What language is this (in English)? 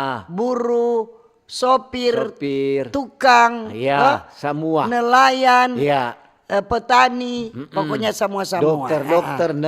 Manado Malay